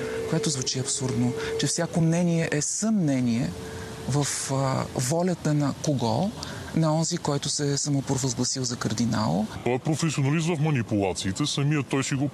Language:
Bulgarian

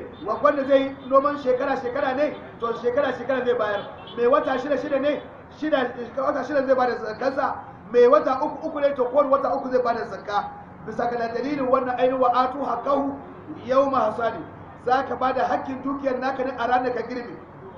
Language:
Hausa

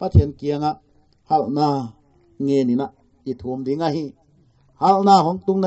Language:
Paite Chin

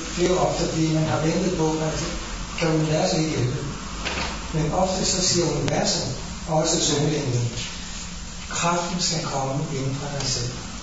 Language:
Danish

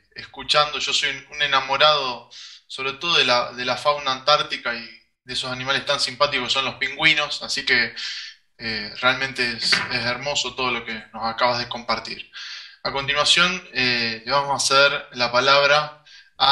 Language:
Spanish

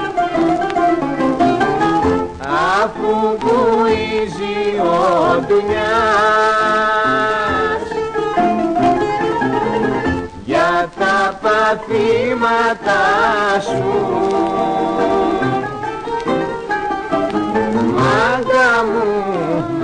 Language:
Greek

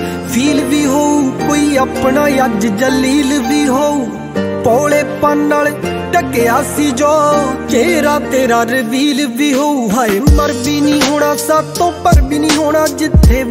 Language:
Punjabi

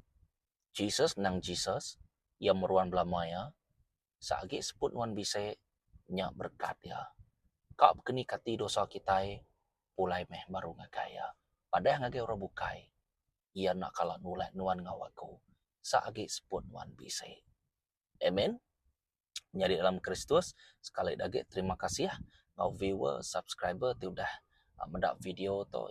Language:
Iban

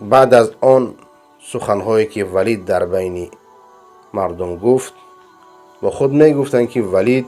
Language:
Persian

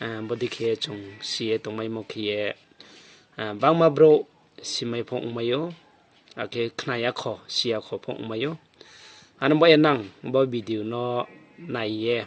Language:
Riang (India)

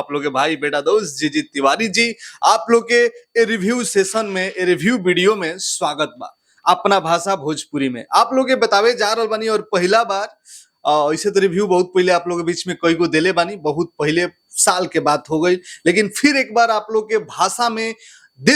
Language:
Bhojpuri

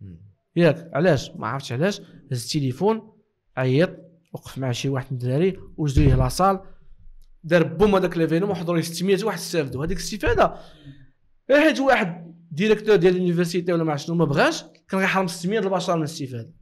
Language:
Moroccan Arabic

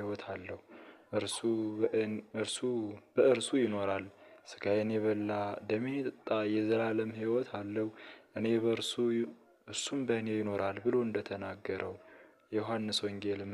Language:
Amharic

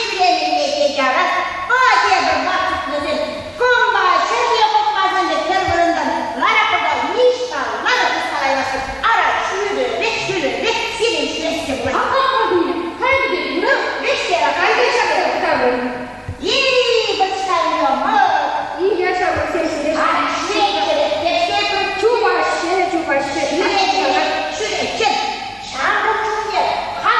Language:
Chuvash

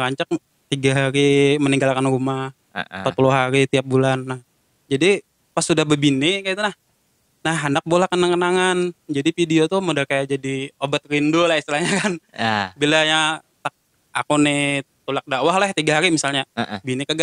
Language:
Banjar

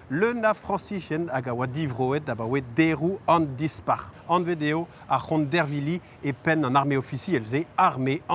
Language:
Breton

